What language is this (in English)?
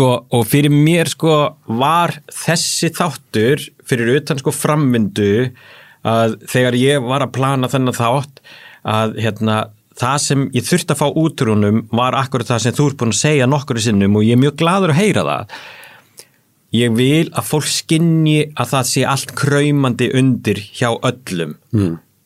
Icelandic